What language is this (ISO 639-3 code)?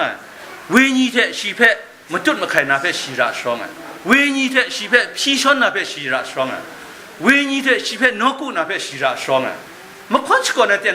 kac